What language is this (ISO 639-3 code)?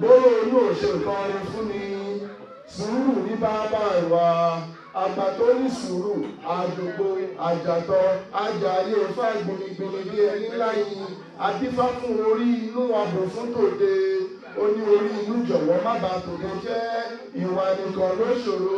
yor